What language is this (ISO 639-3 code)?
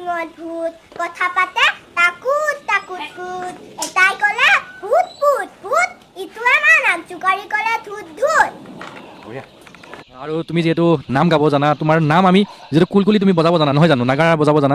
asm